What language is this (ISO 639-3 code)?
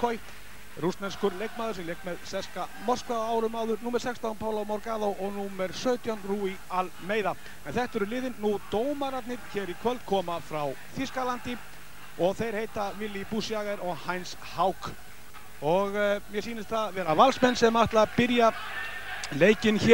isl